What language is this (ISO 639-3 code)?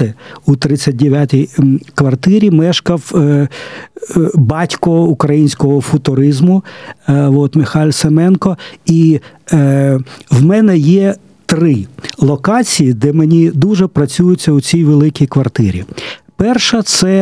ukr